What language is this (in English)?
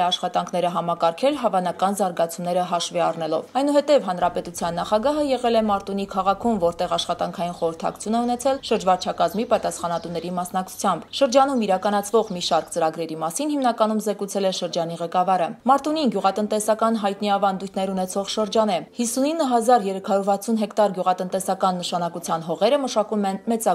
Armenian